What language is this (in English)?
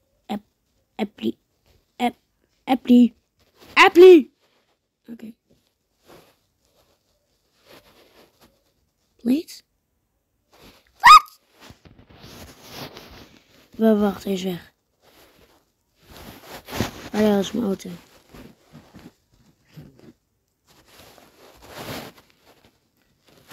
Dutch